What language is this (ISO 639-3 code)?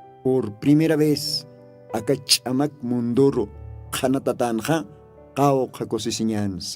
aym